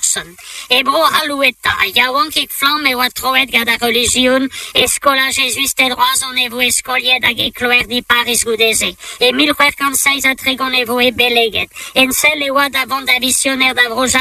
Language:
Breton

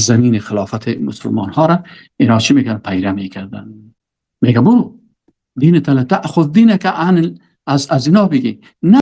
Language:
Persian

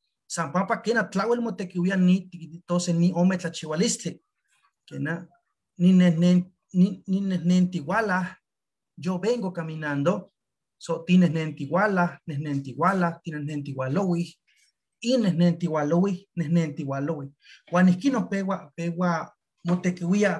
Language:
Eastern Huasteca Nahuatl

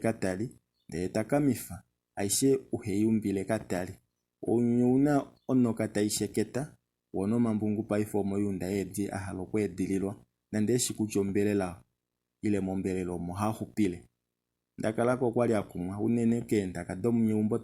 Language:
Kuanyama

